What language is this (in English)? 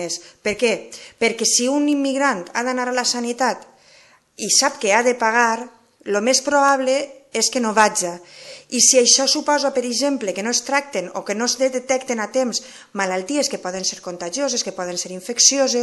Catalan